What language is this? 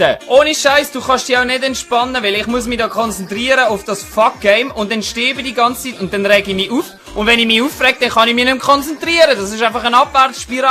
Swiss German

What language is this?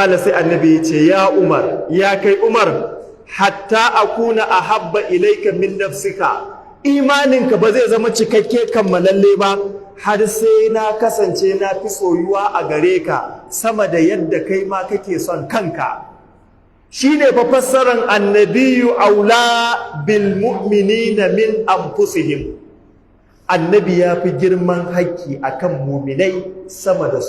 Hausa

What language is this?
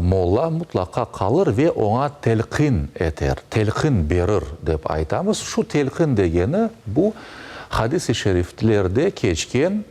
Crimean Tatar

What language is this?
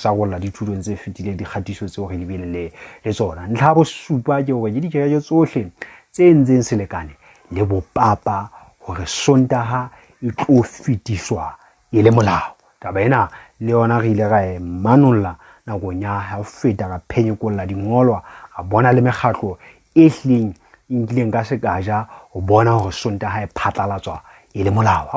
Southern Sotho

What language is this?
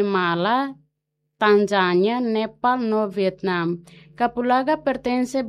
Tetum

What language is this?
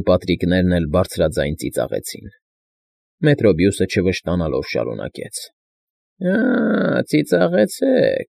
Armenian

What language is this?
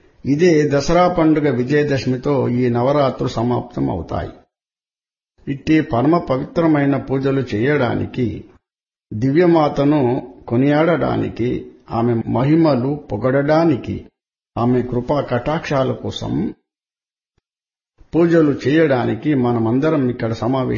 Telugu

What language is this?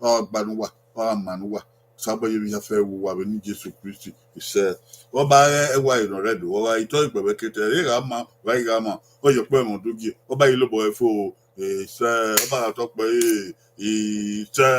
Bini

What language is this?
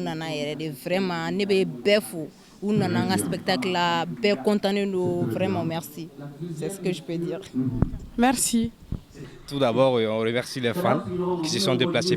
Bambara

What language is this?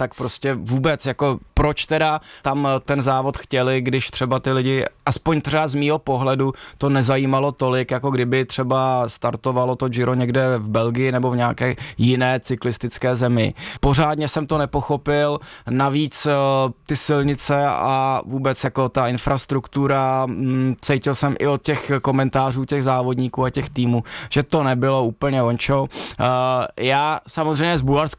Czech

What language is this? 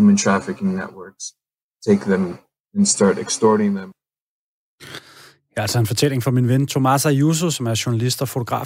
Danish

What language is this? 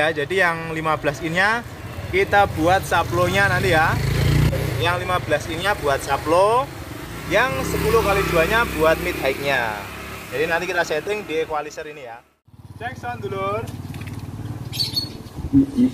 Indonesian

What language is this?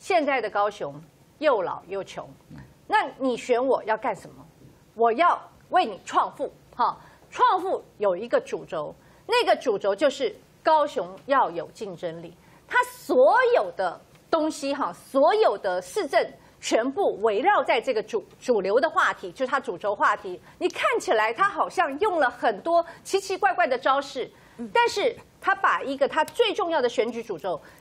Chinese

